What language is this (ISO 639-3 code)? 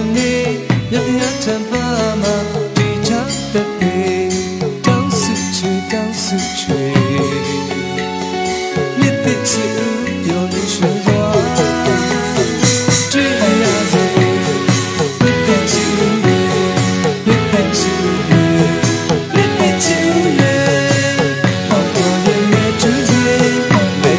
mya